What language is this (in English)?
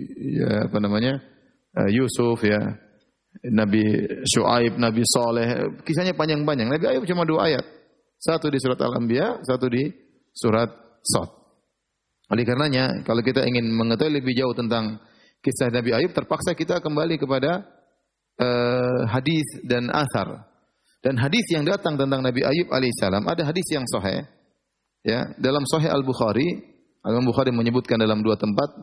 Indonesian